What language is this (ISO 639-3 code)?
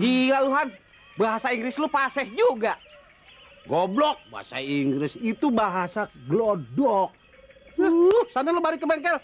bew